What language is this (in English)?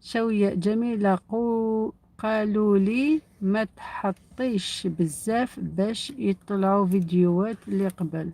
Algerian Arabic